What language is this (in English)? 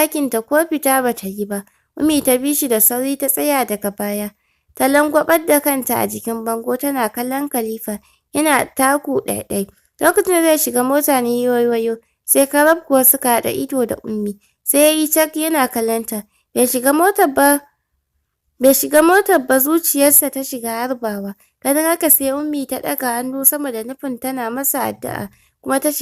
Hausa